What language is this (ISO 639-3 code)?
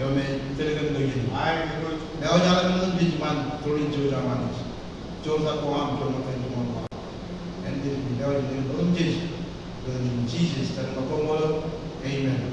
mah